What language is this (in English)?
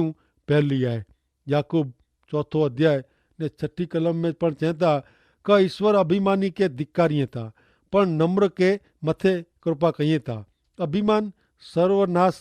Kachhi